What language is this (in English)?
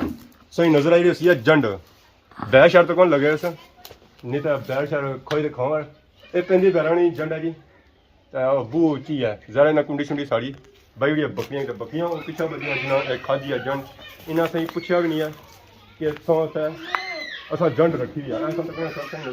Pahari-Potwari